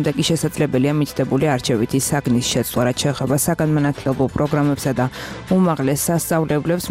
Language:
Georgian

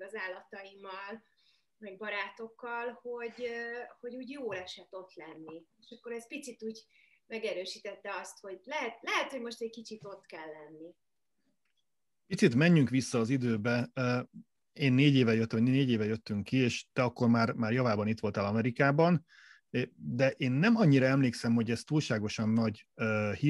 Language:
Hungarian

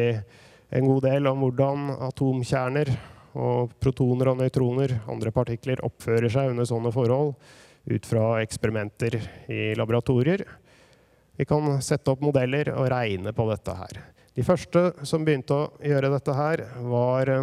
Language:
Norwegian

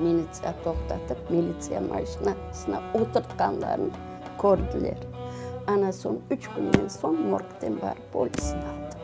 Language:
Crimean Tatar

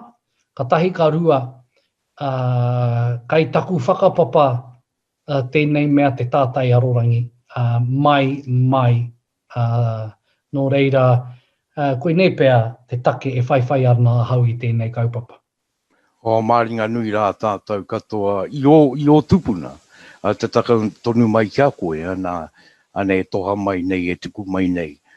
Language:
Māori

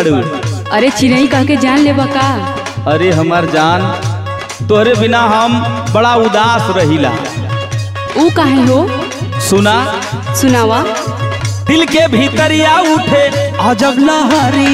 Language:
Bhojpuri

